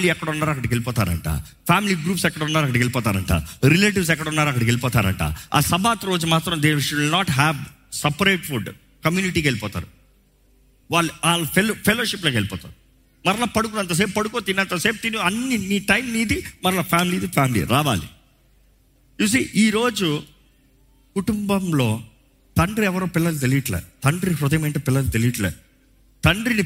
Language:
Telugu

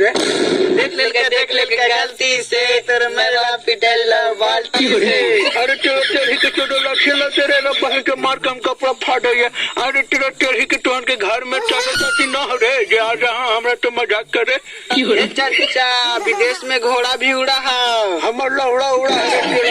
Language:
Magahi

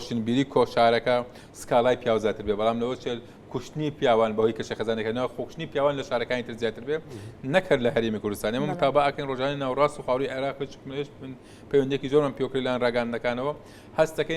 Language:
Central Kurdish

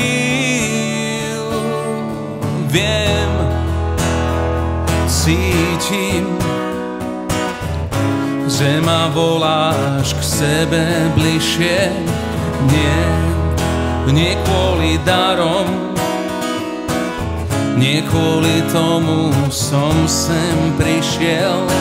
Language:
Slovak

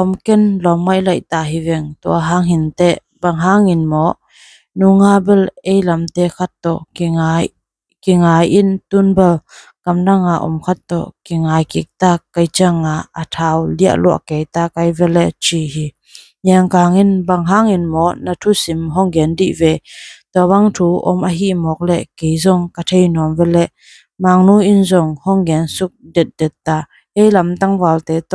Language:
Tedim Chin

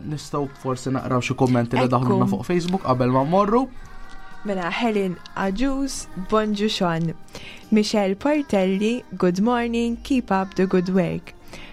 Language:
Maltese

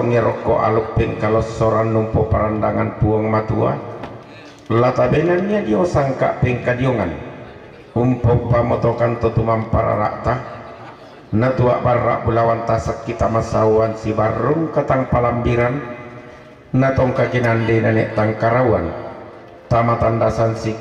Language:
Toraja-Sa'dan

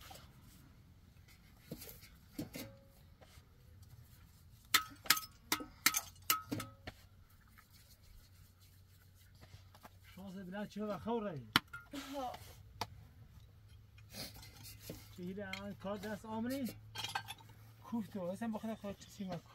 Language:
Persian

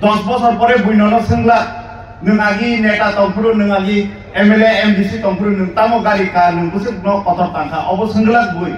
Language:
Kok Borok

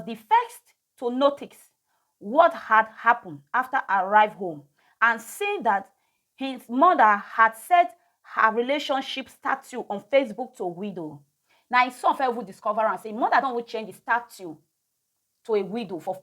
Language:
Nigerian Pidgin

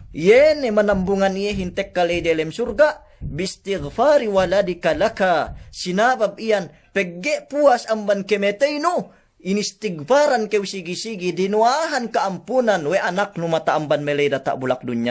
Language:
Yakan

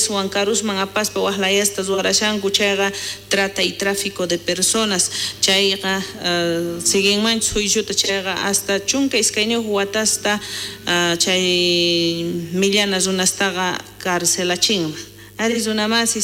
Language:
South Bolivian Quechua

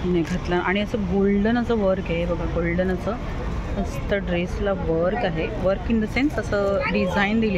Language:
Marathi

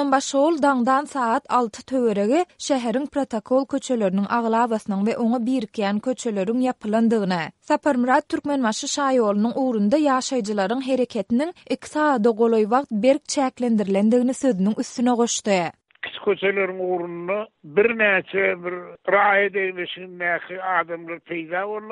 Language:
Turkmen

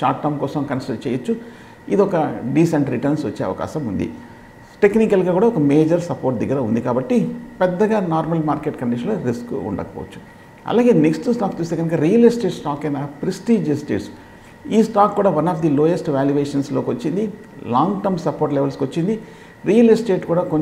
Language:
Telugu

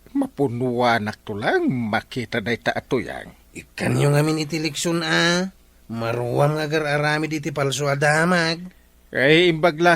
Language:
Iloko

